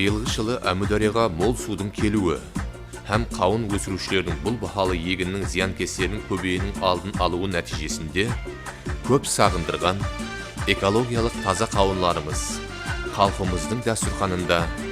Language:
Kara-Kalpak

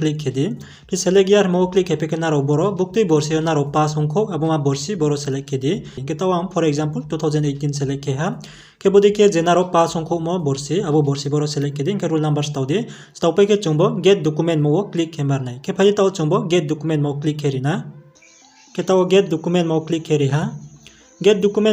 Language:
Riang (India)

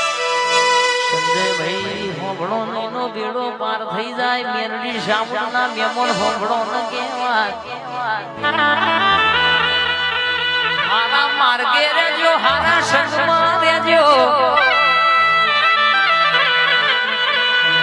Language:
Gujarati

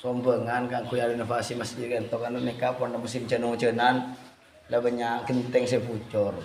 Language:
Madurese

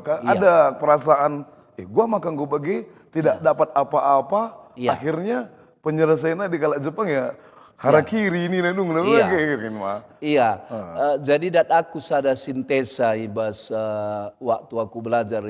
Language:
Batak Karo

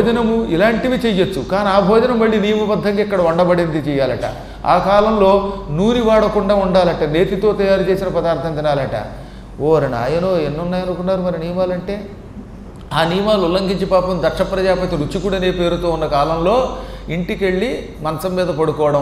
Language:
Telugu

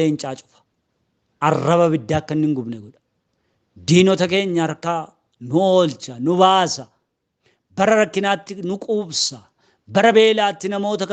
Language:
Oromo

